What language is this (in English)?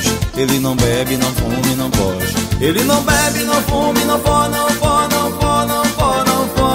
Portuguese